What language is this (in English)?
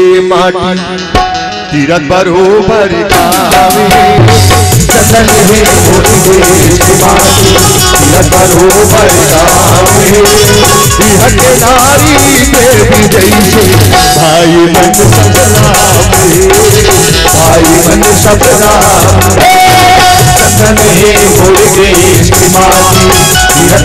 Chhattisgarhi